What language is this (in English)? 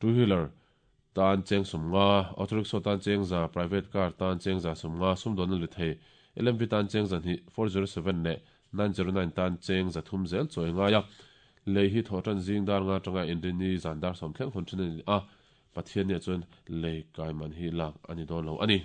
Mizo